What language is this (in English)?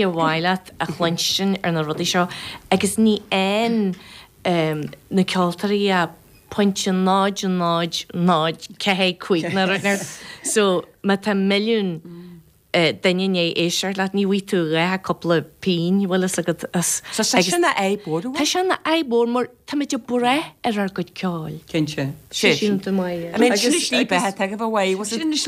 Irish